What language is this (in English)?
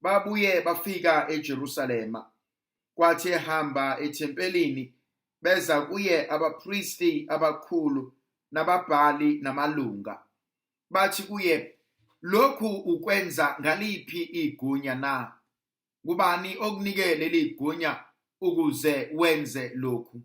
Zulu